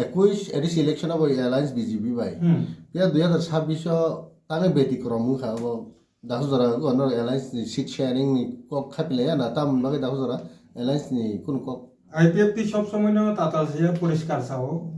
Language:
Kok Borok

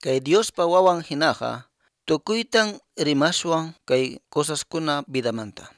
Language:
Quechua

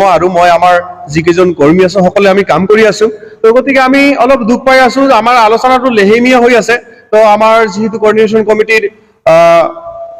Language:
Assamese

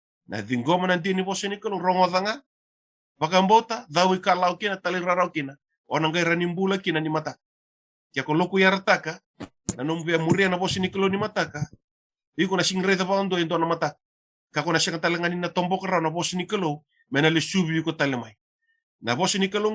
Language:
Fijian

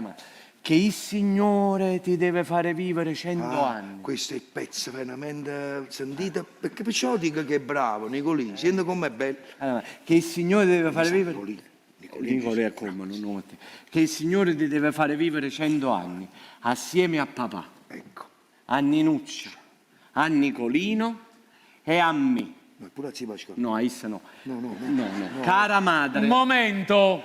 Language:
Neapolitan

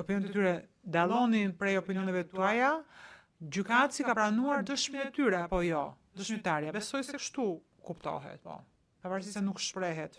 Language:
Albanian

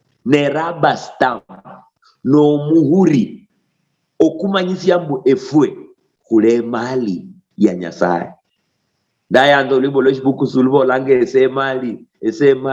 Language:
Luyia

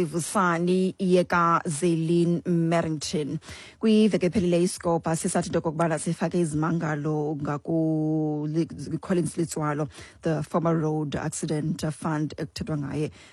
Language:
Xhosa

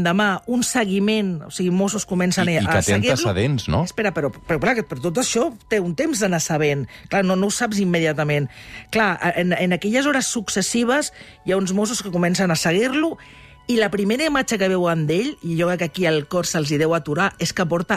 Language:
Catalan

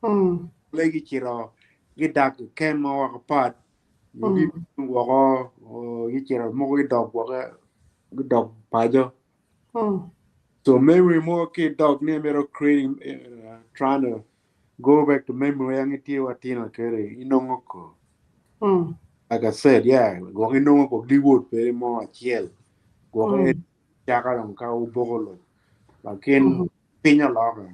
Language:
Acoli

